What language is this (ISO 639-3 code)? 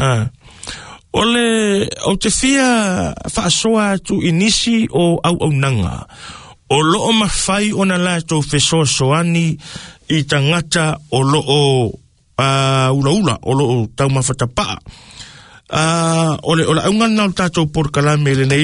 smo